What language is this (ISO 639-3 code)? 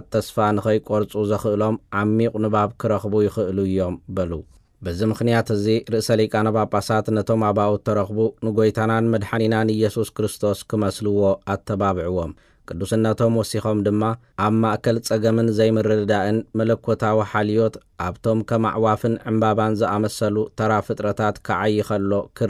tir